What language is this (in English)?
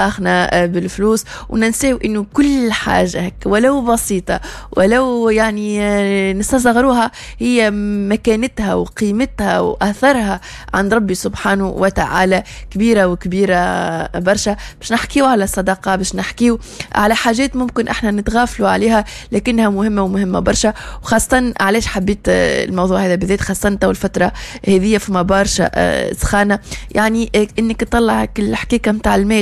Tunisian Arabic